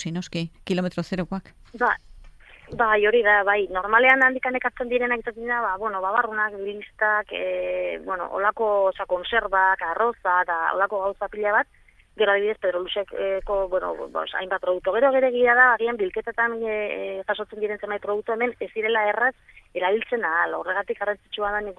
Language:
Basque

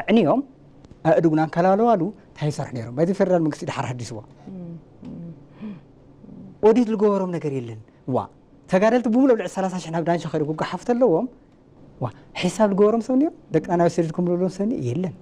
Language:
Tigrinya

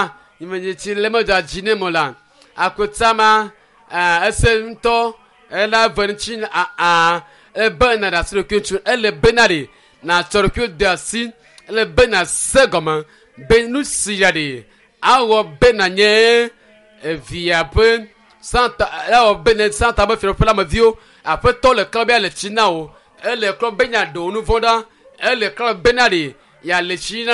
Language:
Ewe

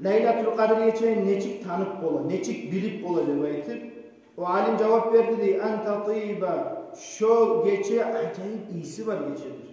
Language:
Kumyk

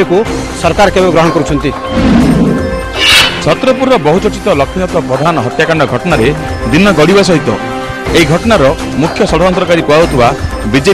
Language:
Odia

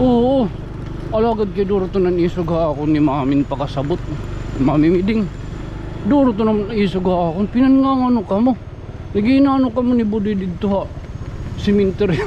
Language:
Waray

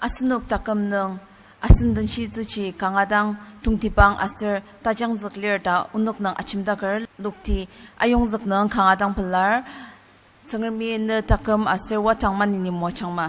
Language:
Ao Naga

